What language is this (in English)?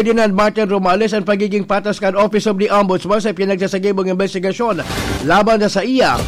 Bikol